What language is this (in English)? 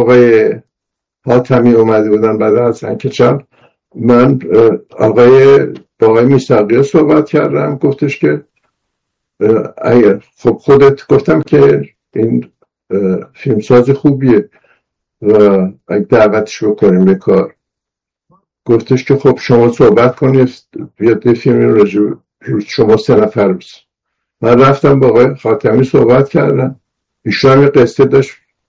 Persian